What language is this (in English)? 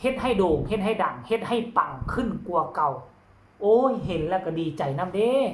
Northeastern Thai